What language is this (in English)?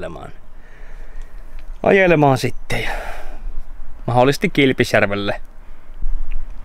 Finnish